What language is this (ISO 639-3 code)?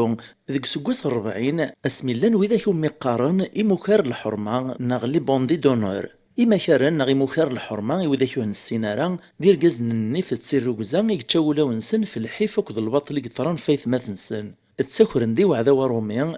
kab